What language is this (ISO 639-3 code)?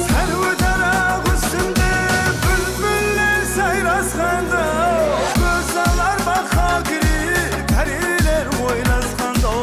kaa